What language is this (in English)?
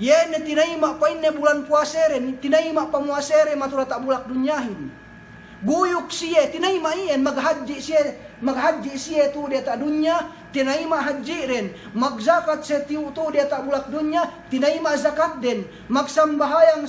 Yakan